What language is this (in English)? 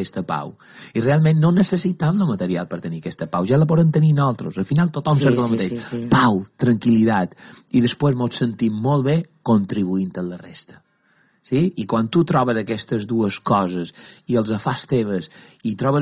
Catalan